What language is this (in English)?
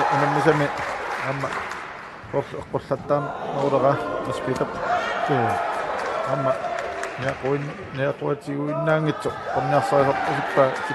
Kalaallisut